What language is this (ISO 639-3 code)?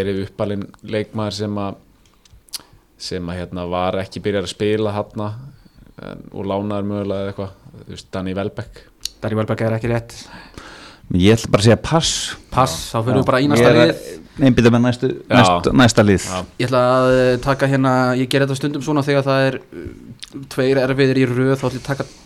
isl